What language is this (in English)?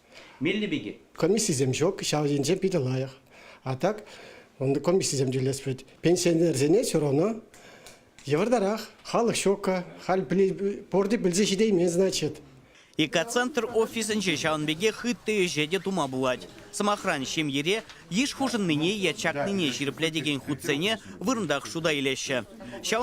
Chuvash